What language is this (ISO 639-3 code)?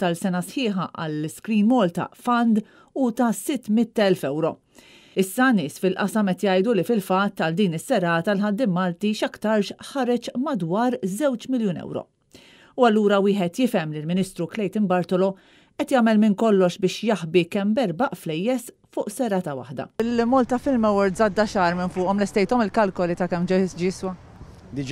mlt